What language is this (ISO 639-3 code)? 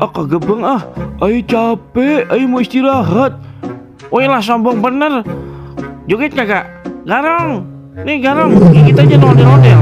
bew